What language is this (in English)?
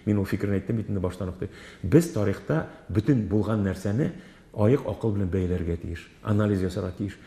Tatar